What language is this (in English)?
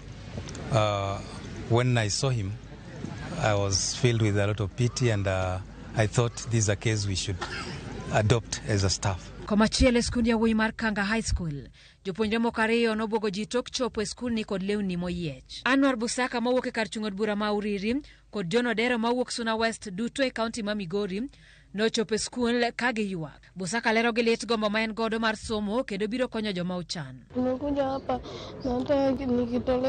Luo (Kenya and Tanzania)